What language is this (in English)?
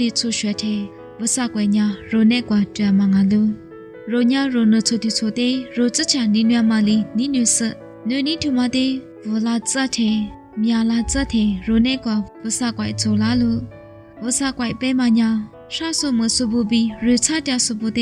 Lisu